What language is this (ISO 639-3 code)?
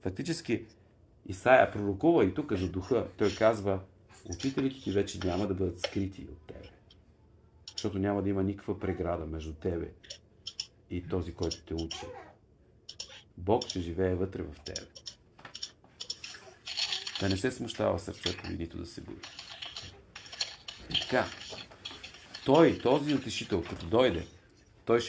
bul